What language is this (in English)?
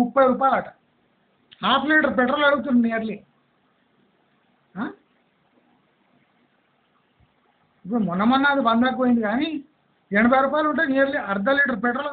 Telugu